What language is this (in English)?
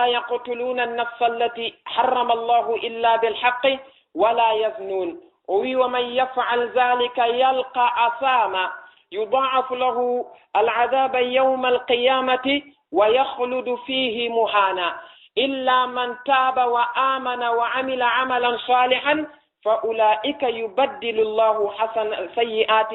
Fula